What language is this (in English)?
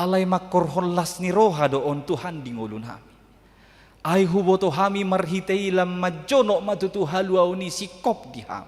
Batak Toba